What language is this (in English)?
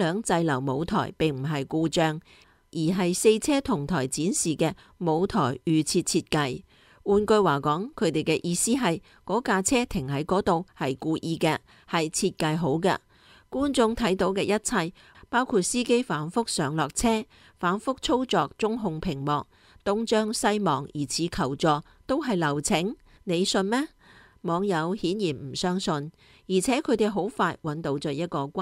Cantonese